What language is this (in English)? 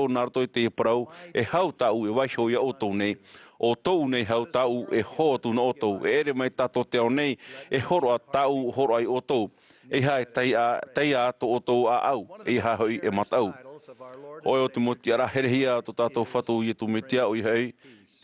Tahitian